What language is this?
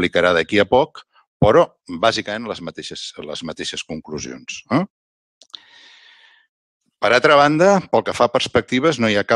Catalan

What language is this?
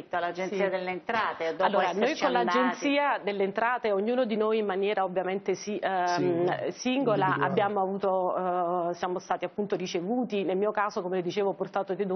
Italian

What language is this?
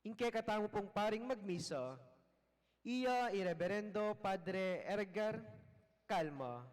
Pampanga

